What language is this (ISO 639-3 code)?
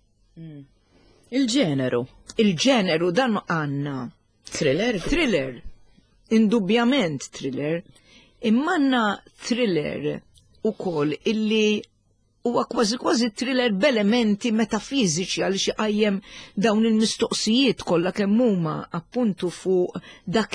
mlt